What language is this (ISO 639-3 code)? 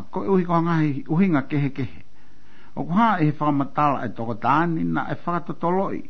ton